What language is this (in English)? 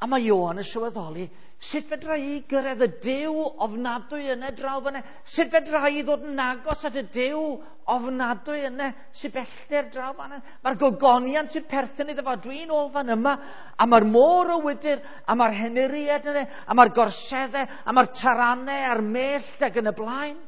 Welsh